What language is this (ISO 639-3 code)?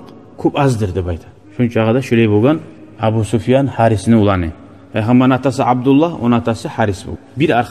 kum